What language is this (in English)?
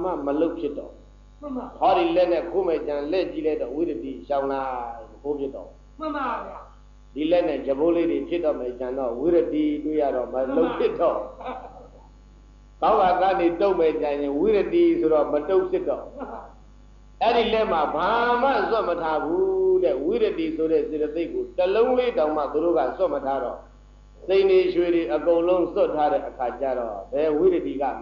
Burmese